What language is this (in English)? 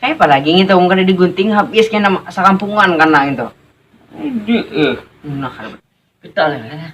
Banjar